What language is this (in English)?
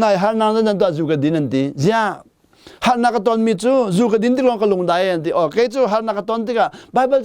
Hakha Chin